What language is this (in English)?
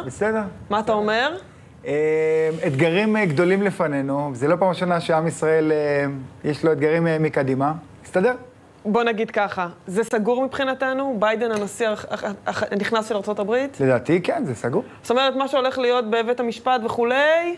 Hebrew